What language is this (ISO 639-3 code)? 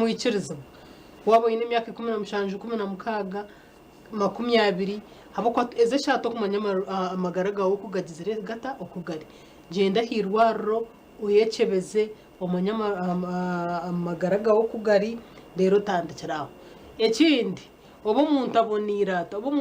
nyn